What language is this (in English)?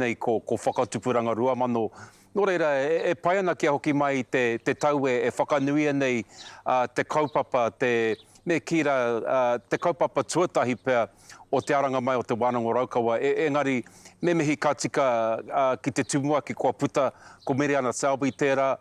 Māori